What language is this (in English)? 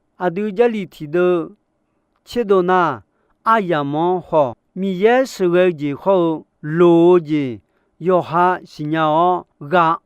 Akha